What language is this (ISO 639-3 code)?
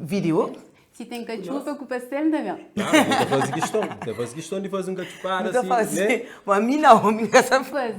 kea